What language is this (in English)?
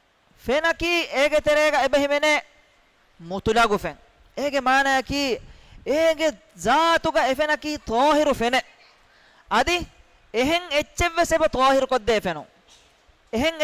Divehi